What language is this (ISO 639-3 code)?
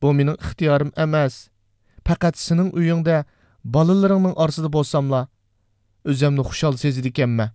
uig